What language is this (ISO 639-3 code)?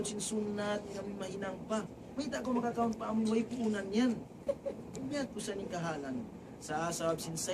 tsg